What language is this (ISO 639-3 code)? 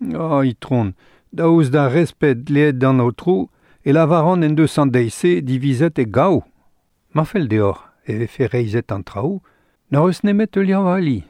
bre